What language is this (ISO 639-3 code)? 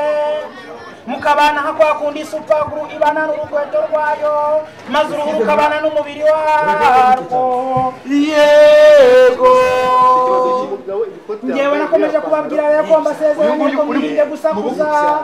kin